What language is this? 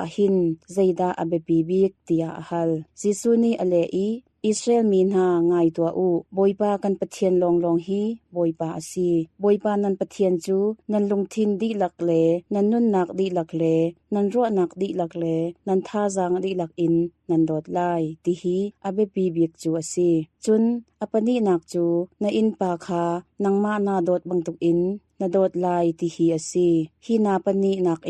Hakha Chin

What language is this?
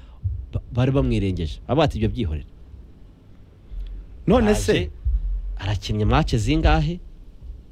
Kinyarwanda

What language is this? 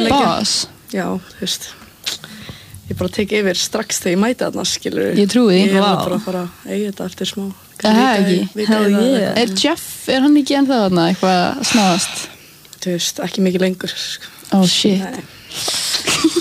Icelandic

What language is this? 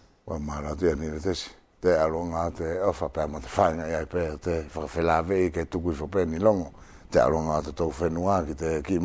Wallisian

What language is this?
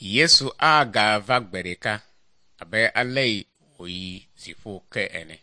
Ewe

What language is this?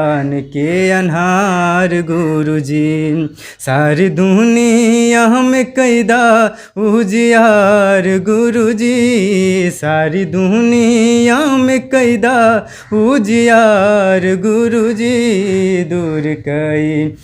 Bhojpuri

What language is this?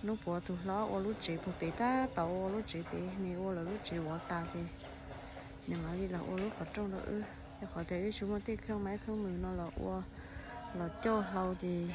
Hmong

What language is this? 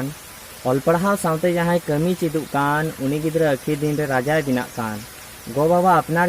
Santali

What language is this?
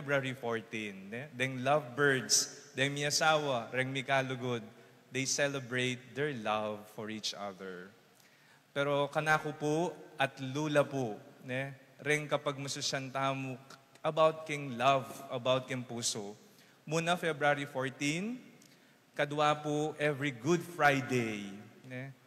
Pampanga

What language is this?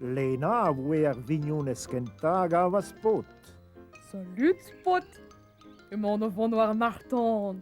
Breton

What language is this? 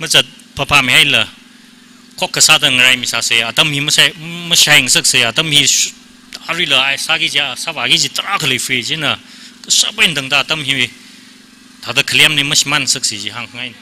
Tangkhul Naga (India)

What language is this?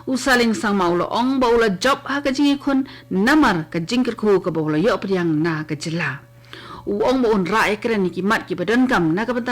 Khasi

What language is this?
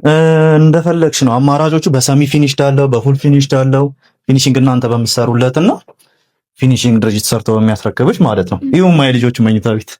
Amharic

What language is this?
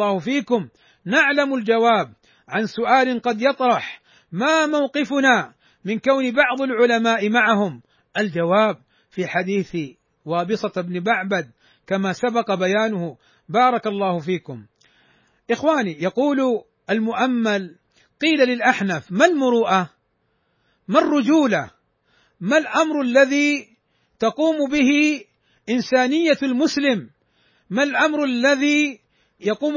Arabic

